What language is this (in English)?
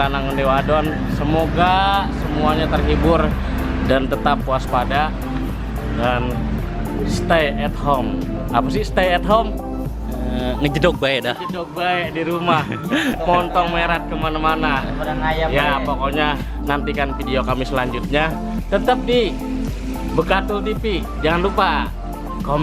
Betawi